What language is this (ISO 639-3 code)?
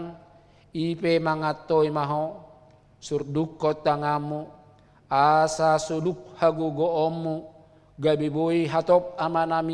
bbc